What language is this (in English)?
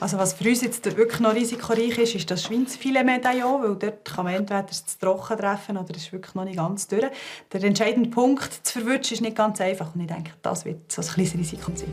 Swiss German